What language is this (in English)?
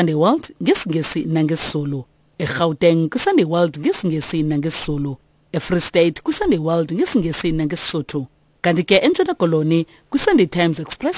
Xhosa